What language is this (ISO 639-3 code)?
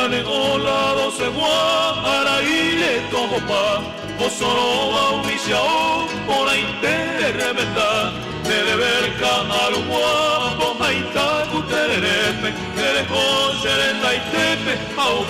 grn